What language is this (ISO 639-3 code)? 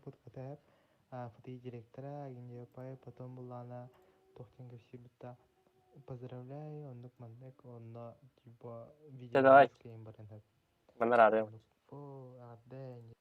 sah